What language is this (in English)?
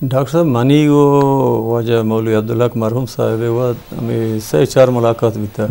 Eastern Balochi